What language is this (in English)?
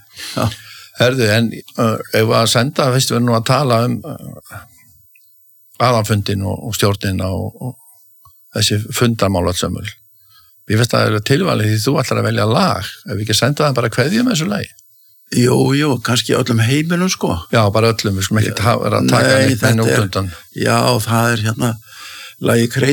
Icelandic